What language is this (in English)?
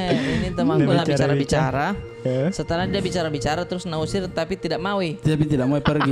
Makassar Malay